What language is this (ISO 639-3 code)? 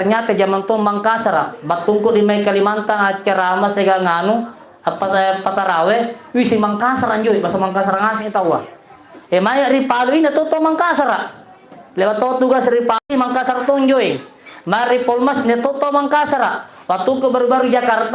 mak